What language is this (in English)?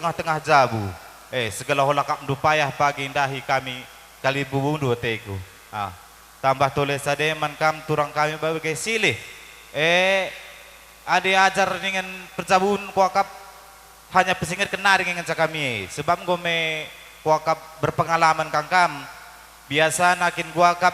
Batak Karo